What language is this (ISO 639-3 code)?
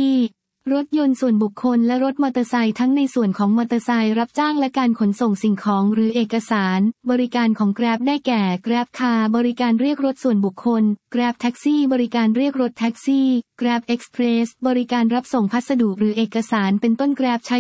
tha